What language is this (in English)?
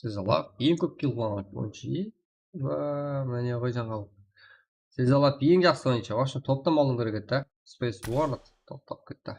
Kara-Kalpak